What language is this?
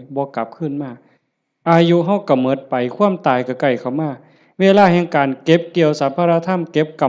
Lao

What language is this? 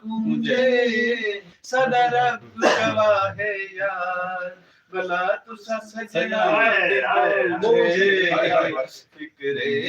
Saraiki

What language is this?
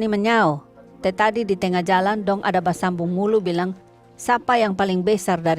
Kupang Malay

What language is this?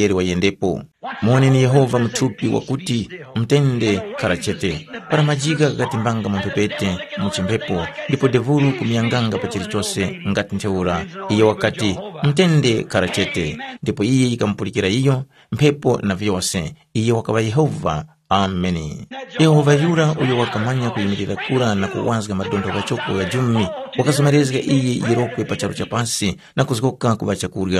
Tumbuka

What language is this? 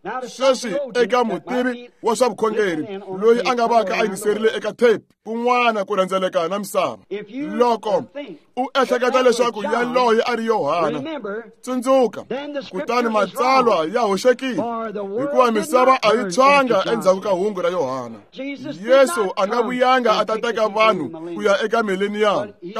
Tsonga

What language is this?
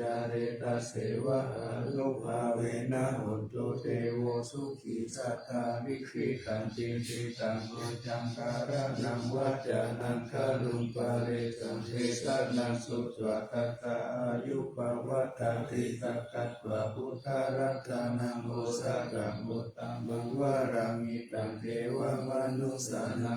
Pali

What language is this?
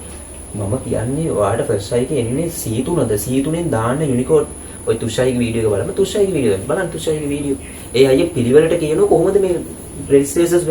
Sinhala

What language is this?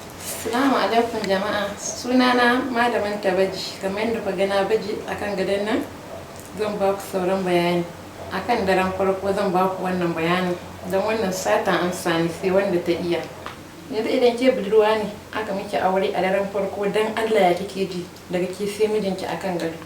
Hausa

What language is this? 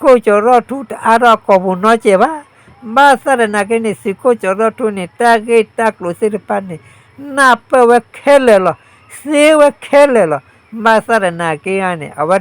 S'gaw Karen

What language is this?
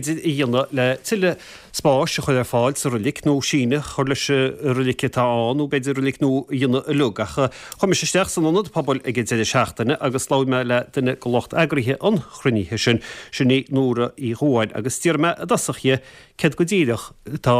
Irish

